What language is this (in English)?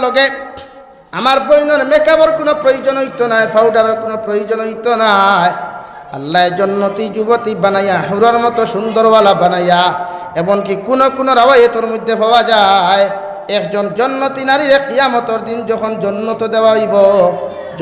Sylheti